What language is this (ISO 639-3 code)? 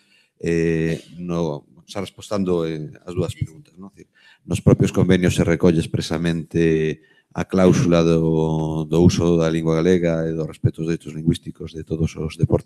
glg